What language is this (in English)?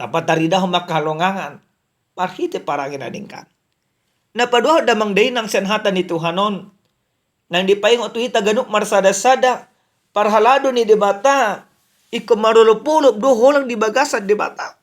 Batak Toba